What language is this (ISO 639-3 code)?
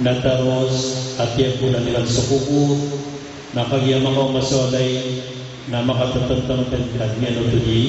mrw